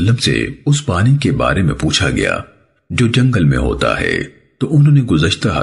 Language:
Urdu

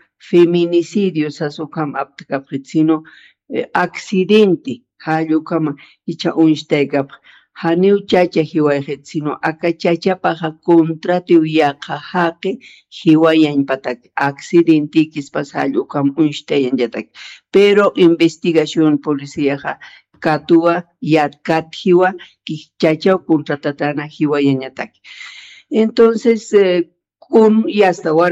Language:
Aymara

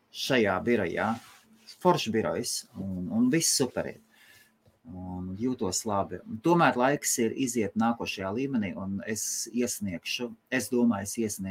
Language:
Latvian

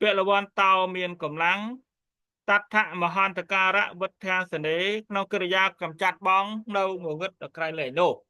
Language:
Khmer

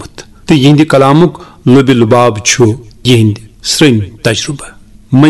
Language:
Kashmiri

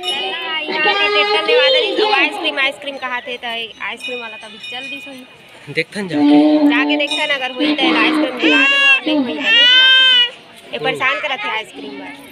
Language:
Chhattisgarhi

